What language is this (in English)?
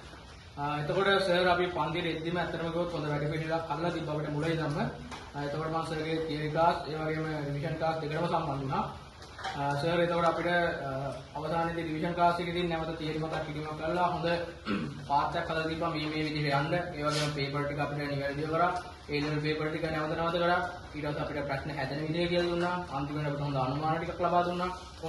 Sinhala